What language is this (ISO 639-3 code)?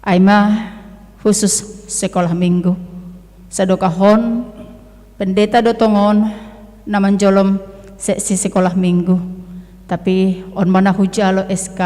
bts